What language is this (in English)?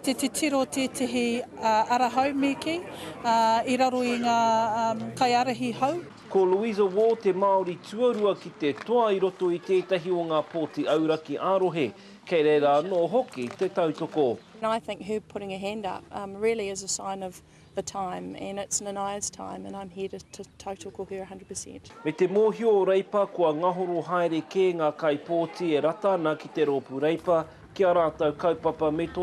Māori